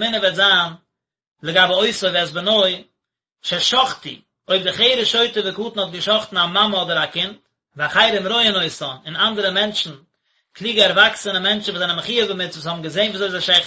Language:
Yiddish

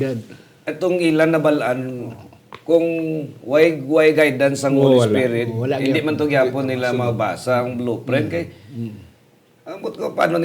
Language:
Hiligaynon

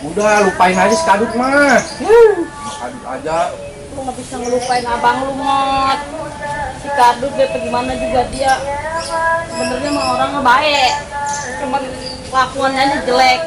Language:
Betawi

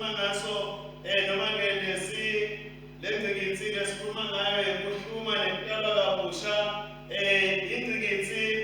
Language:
Swati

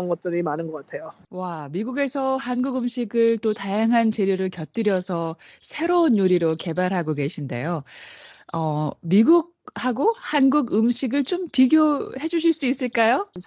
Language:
Korean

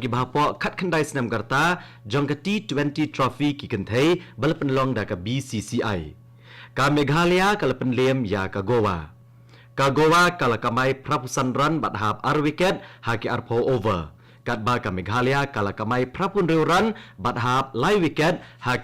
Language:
Khasi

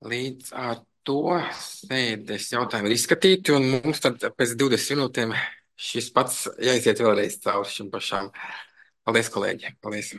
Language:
Latvian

